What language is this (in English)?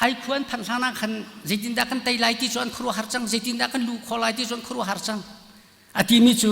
Hakha Chin